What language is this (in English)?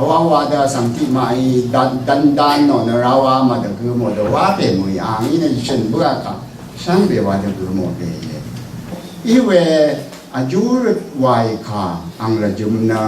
Rawang